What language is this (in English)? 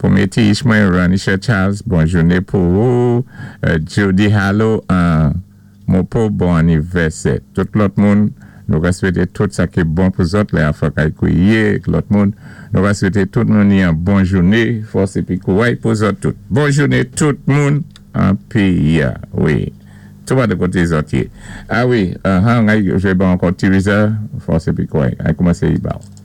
Saint Lucian Creole French